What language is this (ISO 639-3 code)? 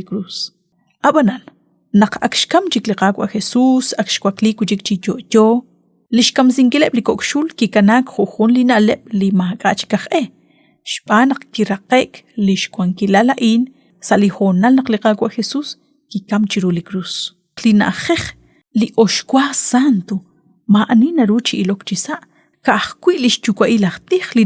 kek